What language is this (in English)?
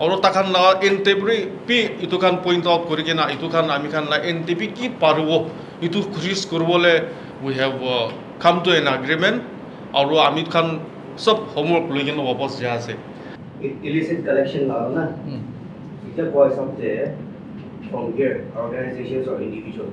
Naga Pidgin